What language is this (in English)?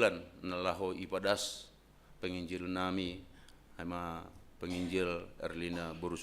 Batak Simalungun